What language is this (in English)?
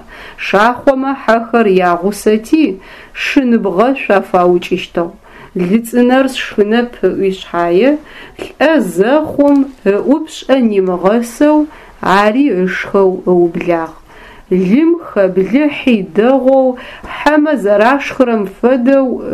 Adyghe